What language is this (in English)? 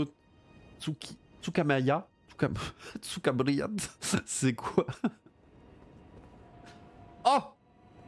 French